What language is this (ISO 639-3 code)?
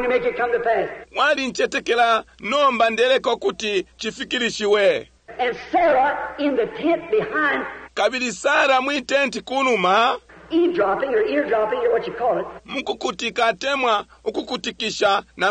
bem